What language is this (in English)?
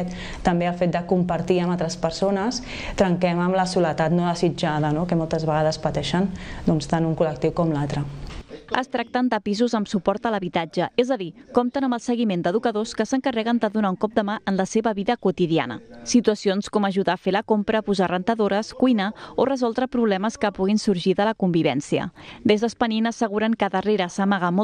Catalan